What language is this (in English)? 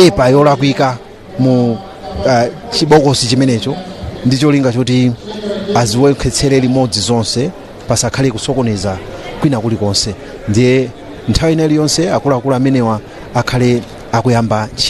Nyanja